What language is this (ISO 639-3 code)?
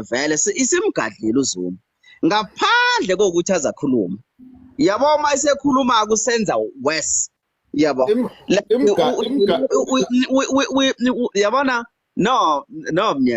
zul